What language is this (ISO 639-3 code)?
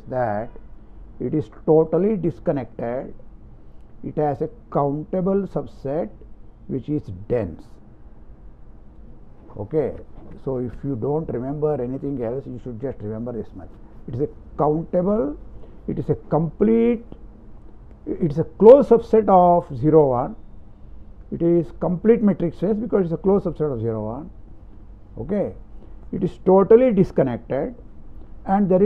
eng